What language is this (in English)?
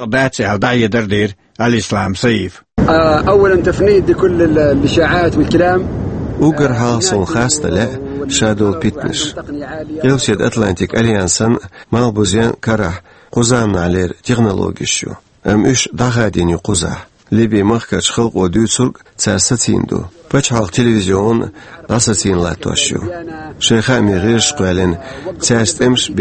Chechen